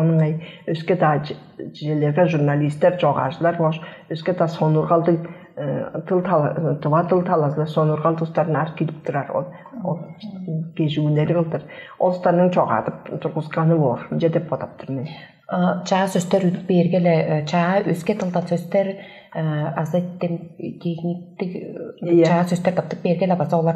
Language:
Tuvinian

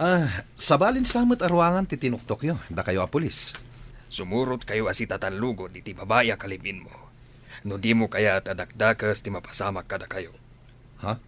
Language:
Iloko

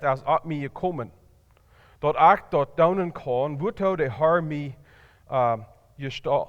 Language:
Plautdietsch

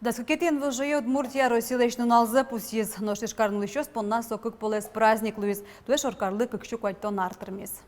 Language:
Udmurt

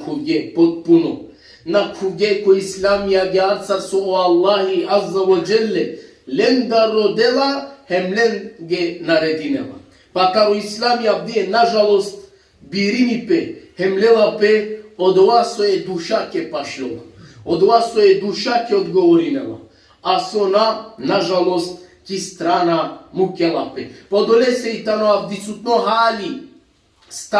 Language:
Balkan Romani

